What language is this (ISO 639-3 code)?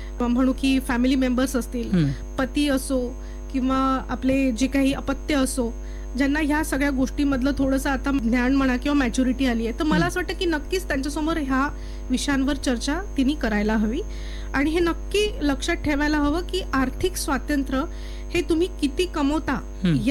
mar